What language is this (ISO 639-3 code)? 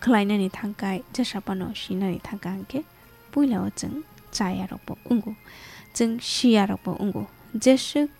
trp